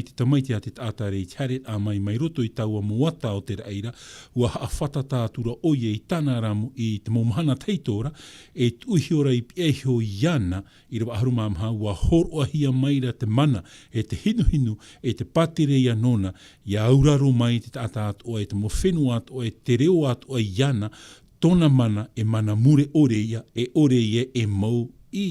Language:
Tahitian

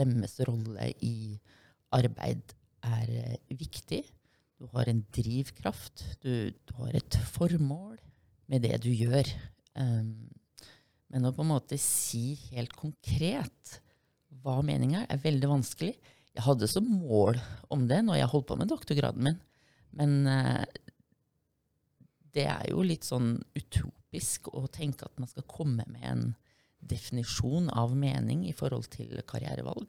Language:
Norwegian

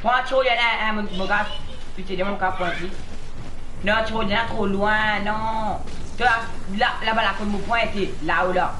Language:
Morisyen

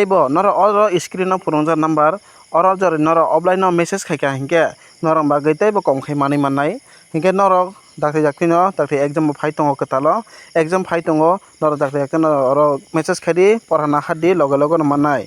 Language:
Kok Borok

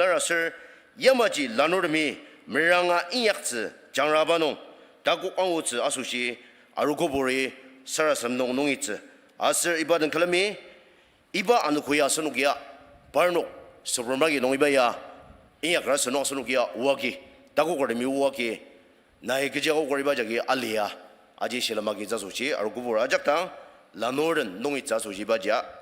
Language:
Ao Naga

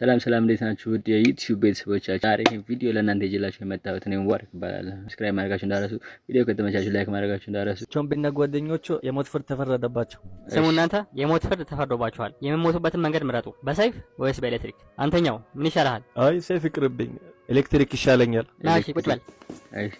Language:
Amharic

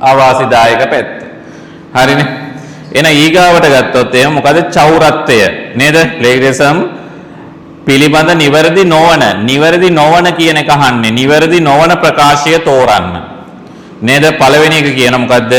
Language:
Sinhala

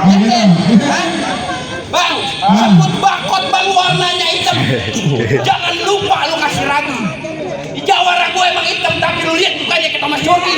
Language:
Betawi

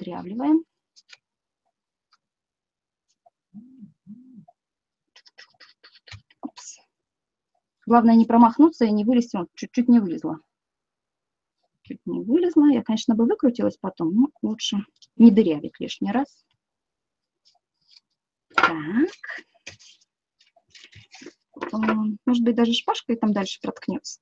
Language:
Russian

